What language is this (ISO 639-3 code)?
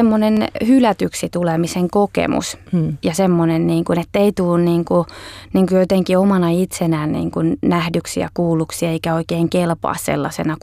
fin